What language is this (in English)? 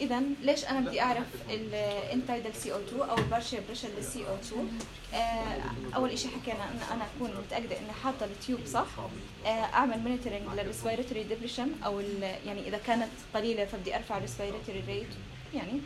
North Levantine Arabic